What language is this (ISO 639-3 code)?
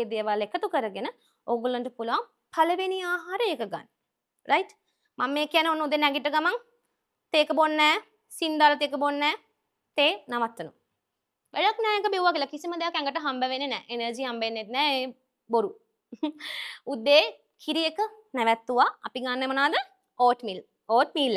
sin